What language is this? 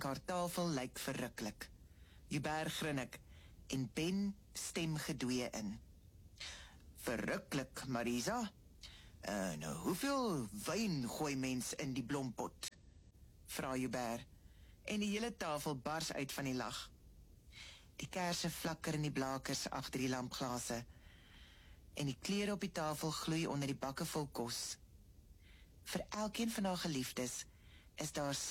Afrikaans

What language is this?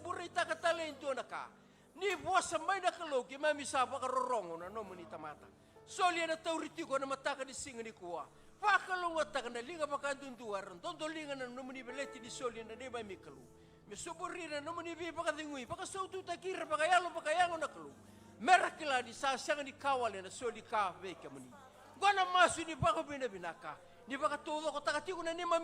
Fijian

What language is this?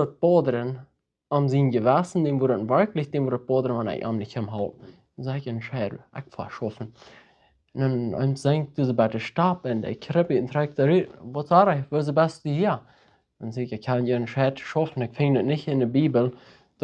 Plautdietsch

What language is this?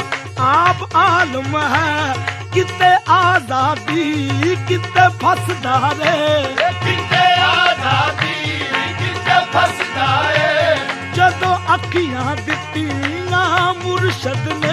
Punjabi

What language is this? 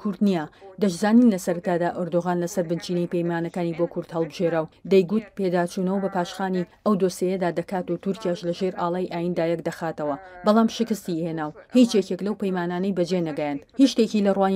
Central Kurdish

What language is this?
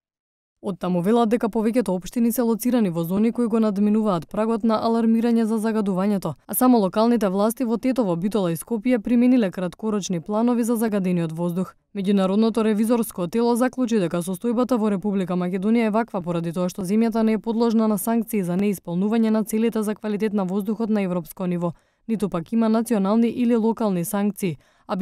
Macedonian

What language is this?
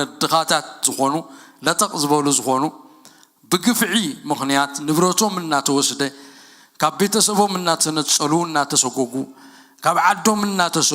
Tigrinya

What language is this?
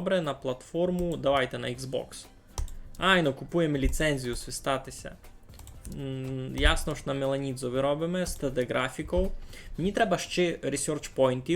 Rusyn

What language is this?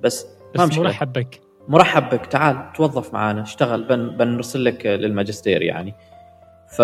Gulf Arabic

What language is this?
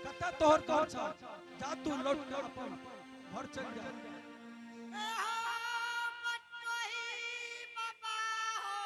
Angika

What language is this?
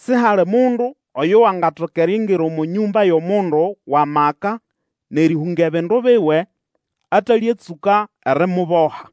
Nande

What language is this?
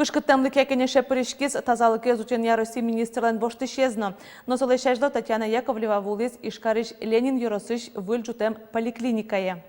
Udmurt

